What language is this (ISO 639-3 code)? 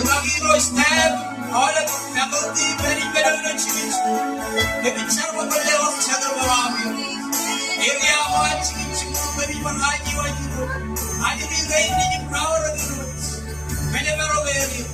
mah